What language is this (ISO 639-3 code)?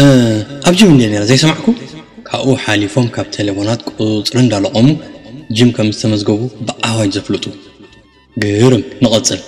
tir